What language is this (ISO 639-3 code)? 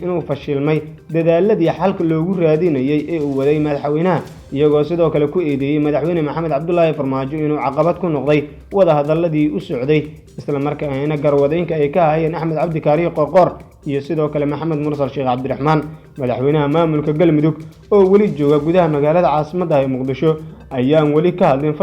som